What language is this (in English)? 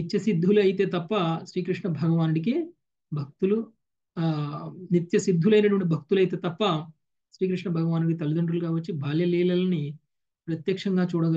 Telugu